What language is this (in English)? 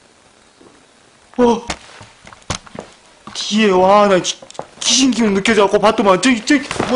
Korean